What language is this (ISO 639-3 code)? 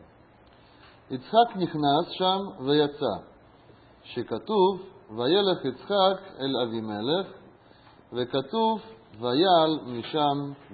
heb